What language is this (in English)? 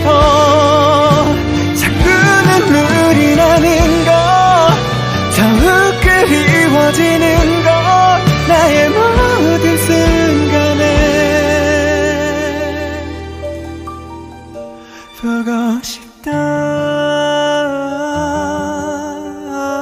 Korean